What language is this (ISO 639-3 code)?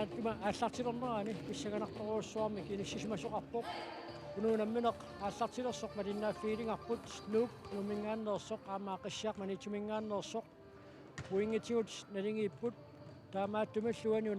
kal